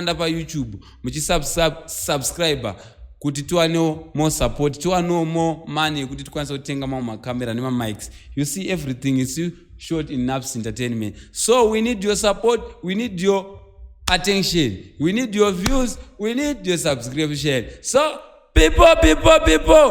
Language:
Shona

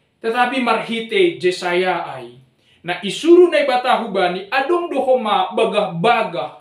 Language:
Batak Simalungun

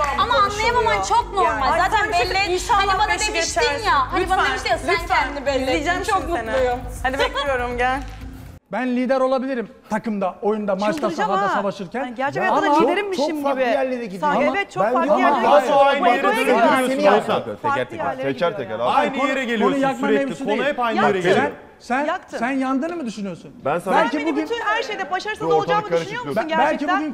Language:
Turkish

